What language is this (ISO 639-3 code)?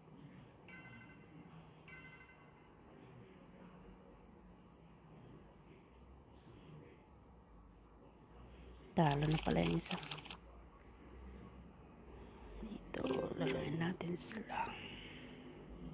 fil